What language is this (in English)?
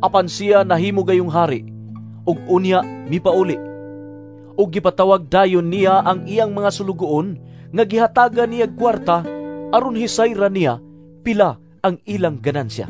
Cebuano